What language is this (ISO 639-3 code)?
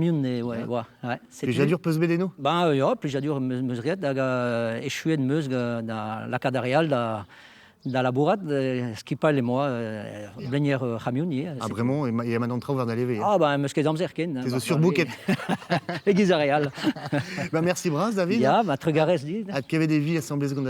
bre